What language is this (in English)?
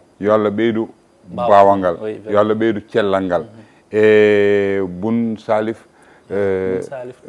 Fula